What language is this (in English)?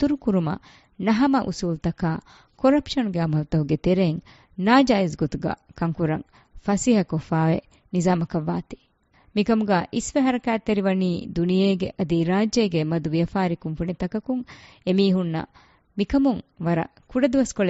Divehi